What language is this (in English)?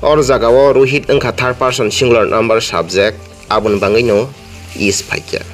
Kok Borok